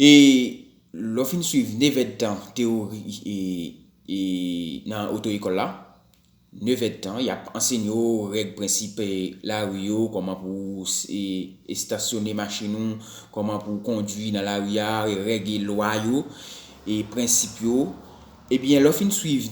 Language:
Haitian Creole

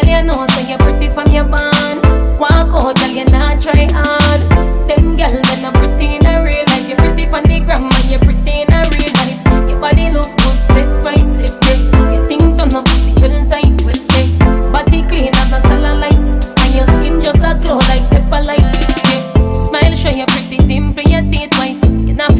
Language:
Jamaican Creole English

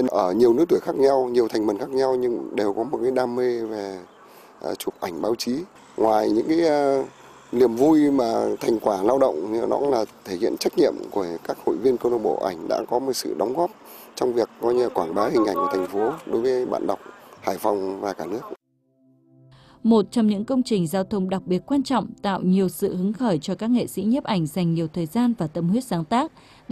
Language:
Vietnamese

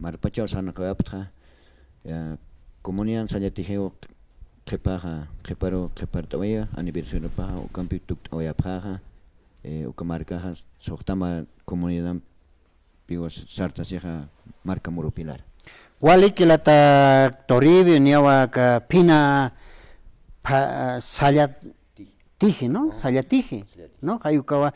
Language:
Aymara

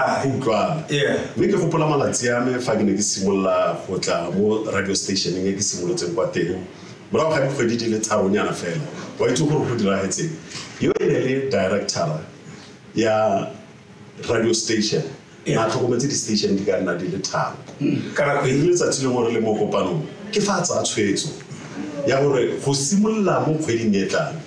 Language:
Tswana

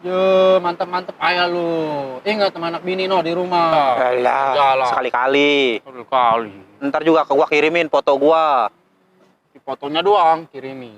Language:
Betawi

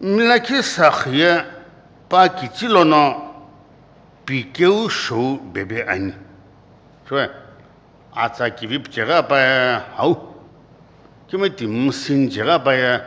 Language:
Sumi Naga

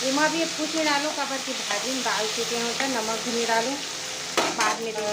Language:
Chhattisgarhi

